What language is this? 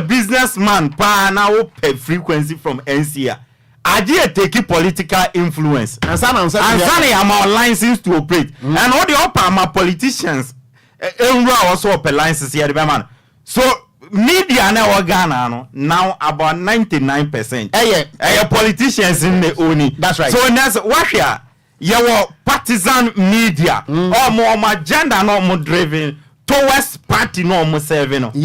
Akan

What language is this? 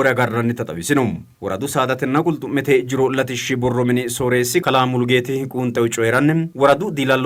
Sidamo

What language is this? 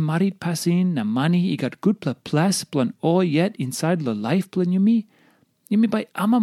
Tok Pisin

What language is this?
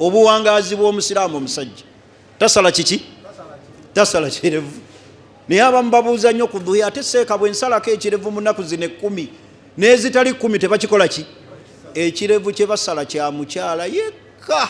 Ganda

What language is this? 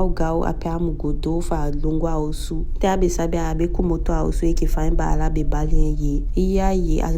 Eastern Maroon Creole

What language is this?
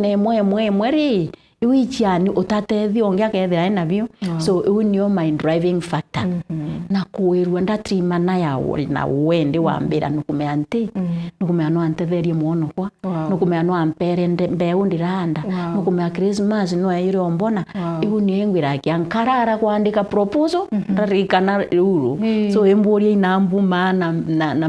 Meru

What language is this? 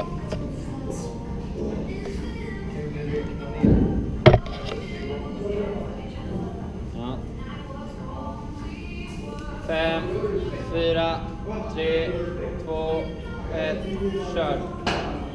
Swedish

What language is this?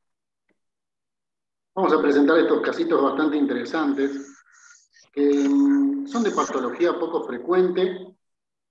Spanish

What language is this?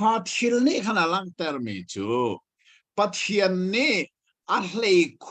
Hakha Chin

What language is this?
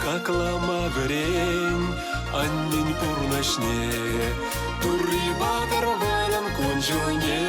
Chuvash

